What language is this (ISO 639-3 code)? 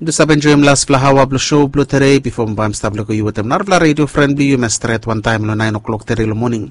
bis